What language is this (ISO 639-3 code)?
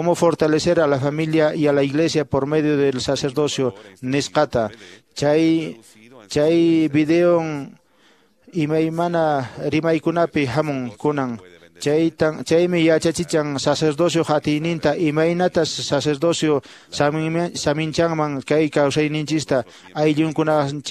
que